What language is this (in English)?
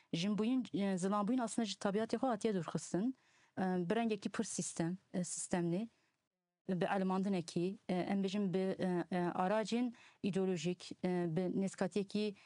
Kurdish